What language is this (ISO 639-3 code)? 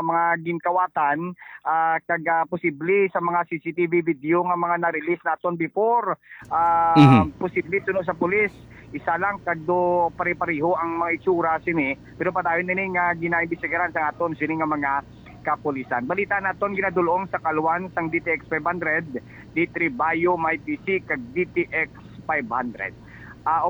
hil